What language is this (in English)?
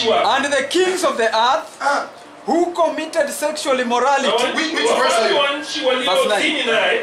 Swahili